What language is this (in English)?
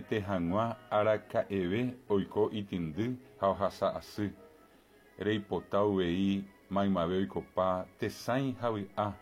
Guarani